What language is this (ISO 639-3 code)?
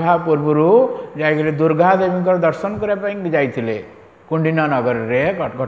ori